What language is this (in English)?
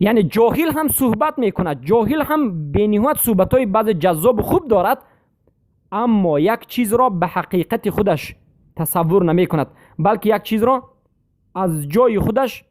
Persian